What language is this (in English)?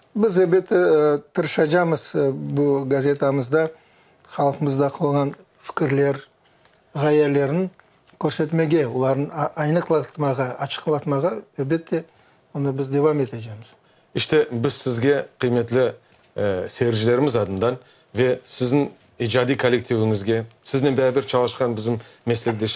Crimean Tatar